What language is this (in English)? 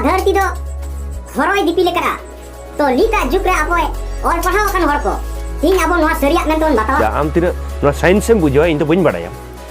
Santali